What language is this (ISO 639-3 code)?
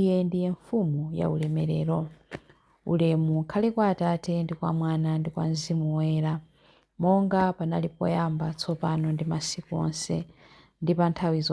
nya